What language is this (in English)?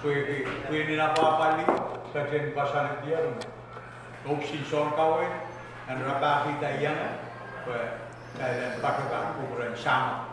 Pohnpeian